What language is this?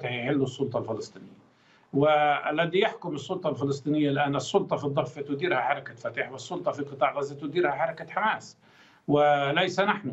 Arabic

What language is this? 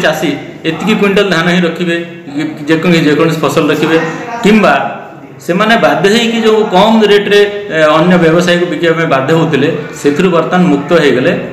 Odia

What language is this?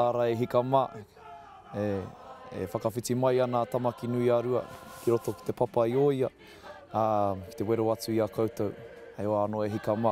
Māori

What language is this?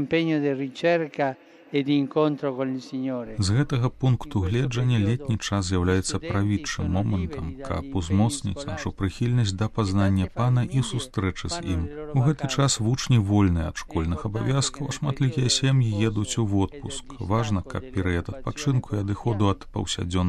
Belarusian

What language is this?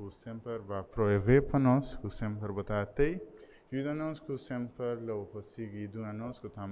Papiamento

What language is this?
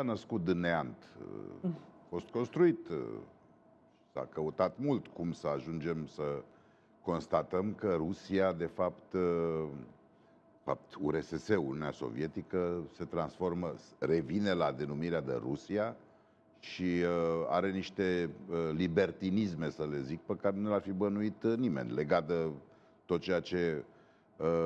Romanian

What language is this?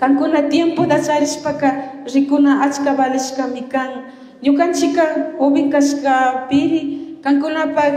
Chimborazo Highland Quichua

